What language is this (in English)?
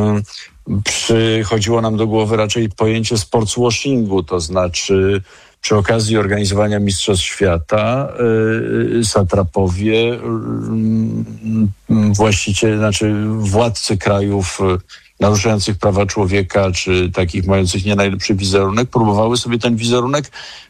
Polish